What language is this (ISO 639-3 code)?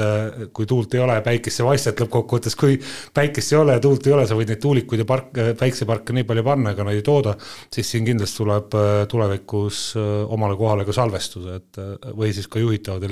est